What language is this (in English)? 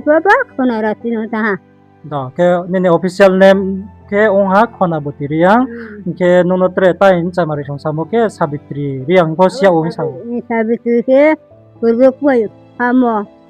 Riang (India)